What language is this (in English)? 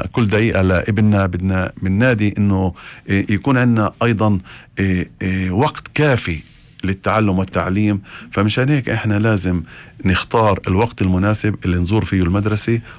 North Levantine Arabic